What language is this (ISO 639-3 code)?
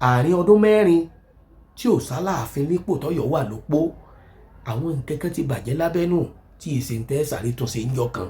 yor